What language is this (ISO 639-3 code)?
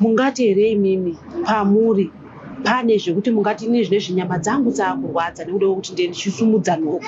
sna